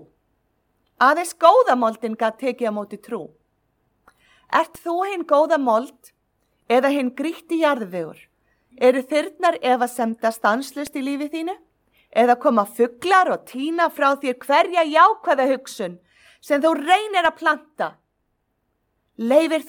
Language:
Icelandic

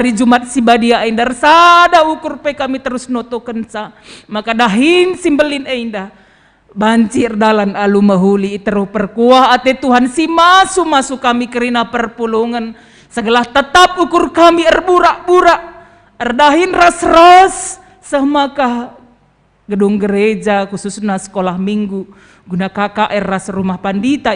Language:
Batak Karo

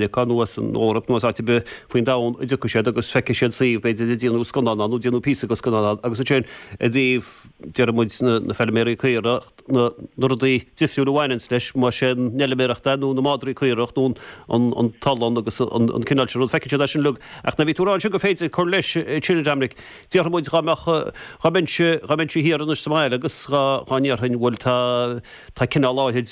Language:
Irish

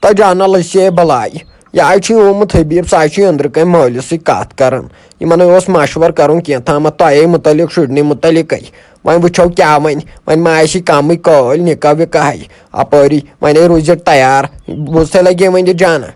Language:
Kashmiri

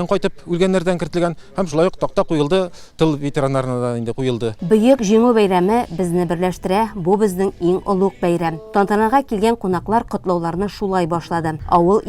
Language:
Tatar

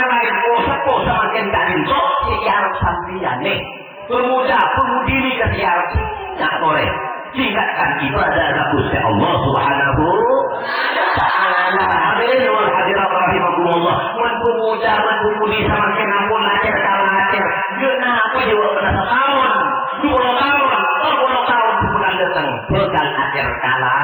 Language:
Madurese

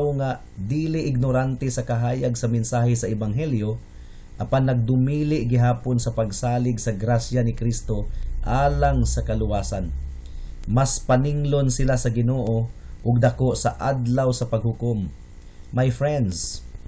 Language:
Cebuano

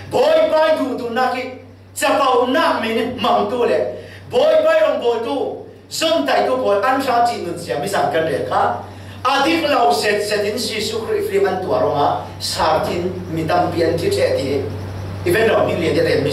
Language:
Falam Chin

